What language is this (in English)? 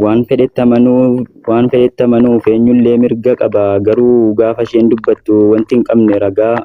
Oromo